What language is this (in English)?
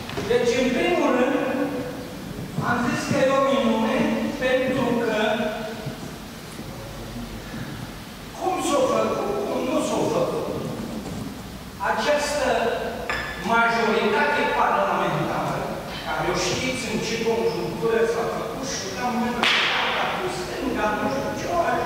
Romanian